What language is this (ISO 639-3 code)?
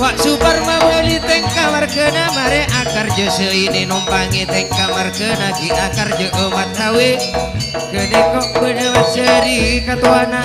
mad